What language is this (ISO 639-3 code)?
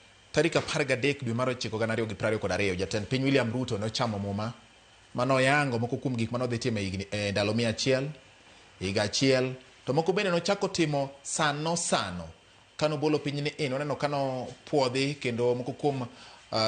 luo